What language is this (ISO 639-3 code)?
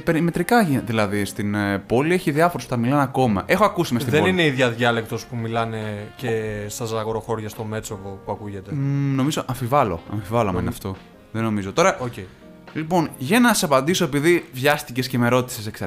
ell